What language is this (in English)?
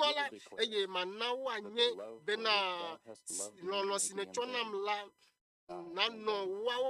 Ewe